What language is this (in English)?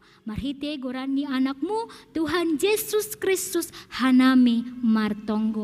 Batak Simalungun